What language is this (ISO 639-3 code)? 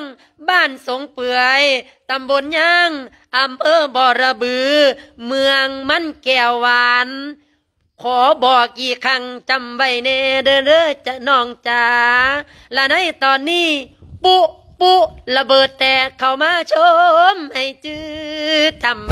lao